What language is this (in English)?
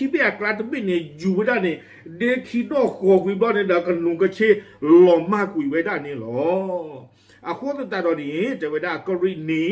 S'gaw Karen